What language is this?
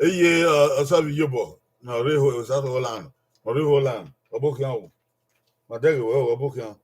Bini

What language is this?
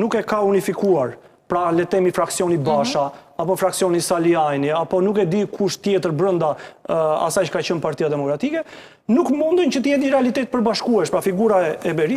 Albanian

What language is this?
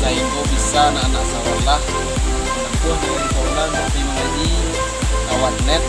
Minangkabau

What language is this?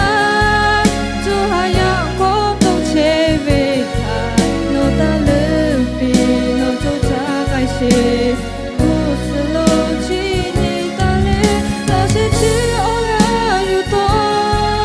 Lahu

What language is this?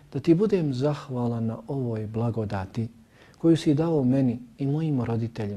Bosnian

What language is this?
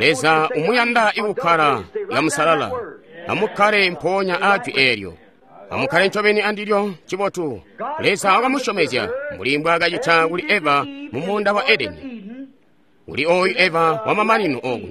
Tonga (Zambia)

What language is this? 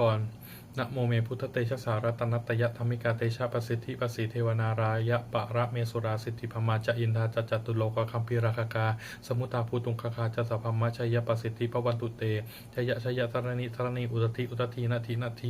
Pali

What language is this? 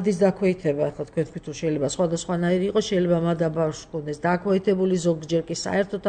Georgian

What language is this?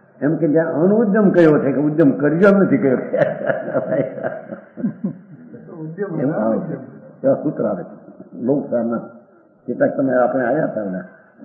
Gujarati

